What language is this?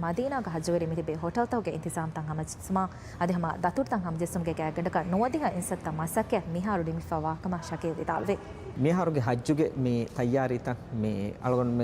Divehi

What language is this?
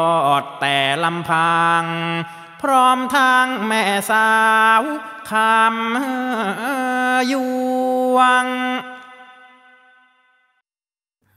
Thai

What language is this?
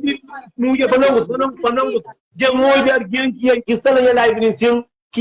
Kabuverdianu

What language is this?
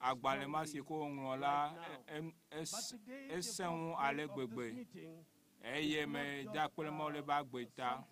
Ewe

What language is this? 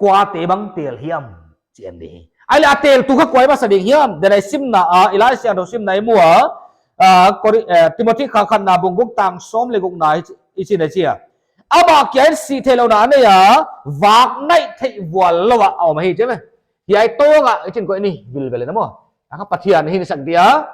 Paite Chin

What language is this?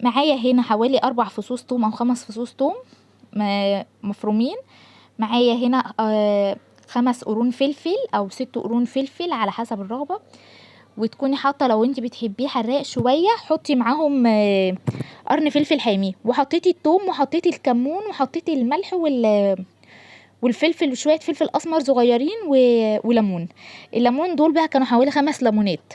Egyptian Arabic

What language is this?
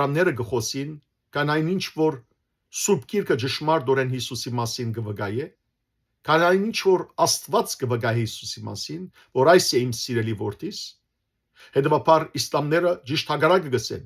Western Armenian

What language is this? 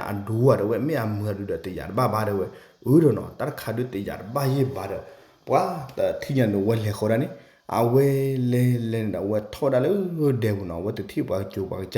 S'gaw Karen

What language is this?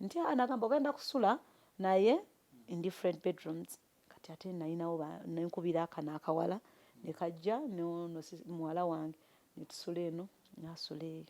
Ganda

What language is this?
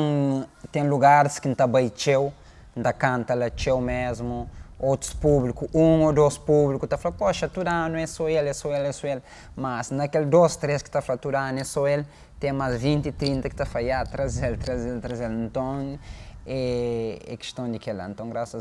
Kabuverdianu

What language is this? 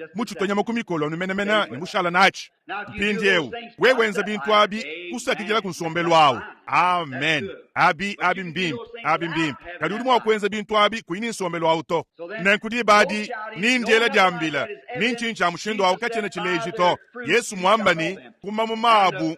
Luba-Lulua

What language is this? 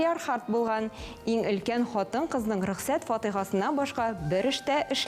Tatar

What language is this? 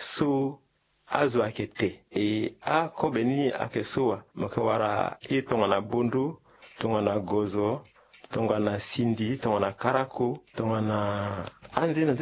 Sango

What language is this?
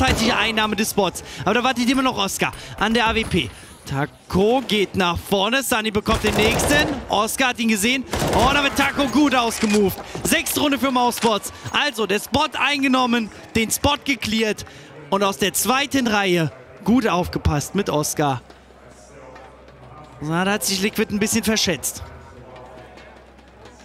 German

